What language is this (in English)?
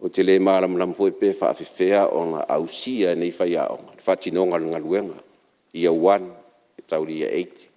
Samoan